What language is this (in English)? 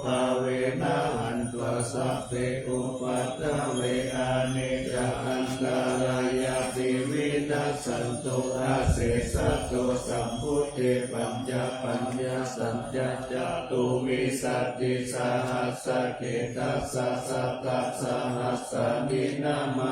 Pali